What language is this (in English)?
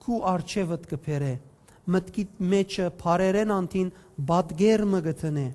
Western Armenian